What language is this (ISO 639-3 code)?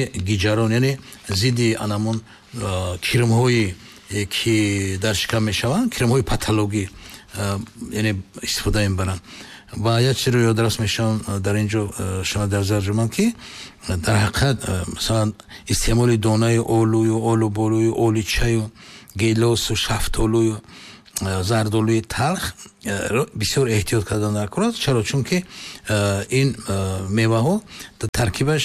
tgk